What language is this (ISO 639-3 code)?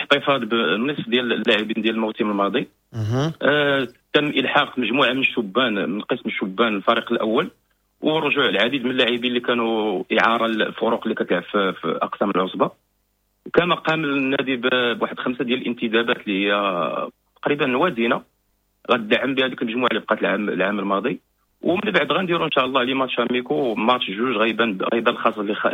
ary